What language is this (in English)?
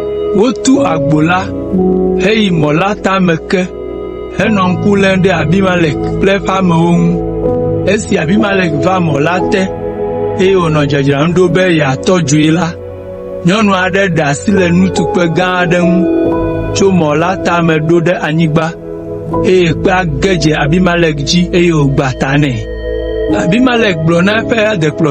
Ewe